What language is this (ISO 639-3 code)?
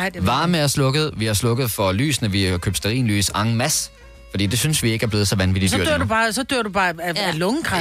dan